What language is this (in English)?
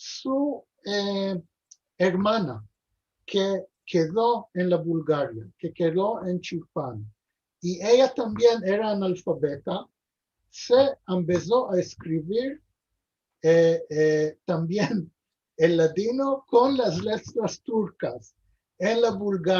Ladino